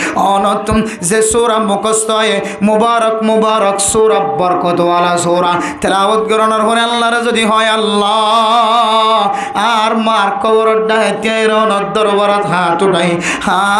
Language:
Rohingya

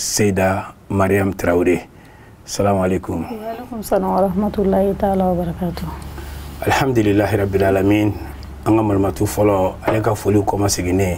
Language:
Bambara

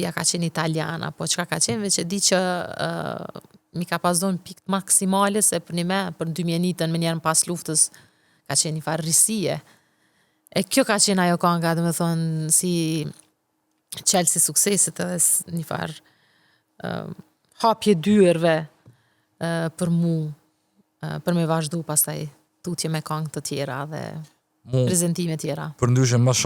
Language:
Albanian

